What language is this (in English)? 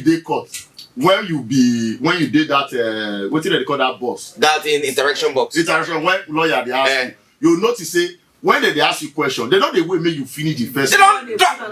Nigerian Pidgin